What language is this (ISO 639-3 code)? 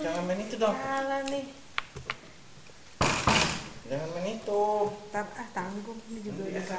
ind